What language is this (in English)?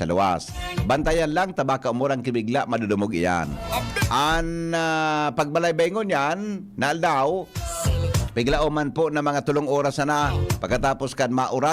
Bikol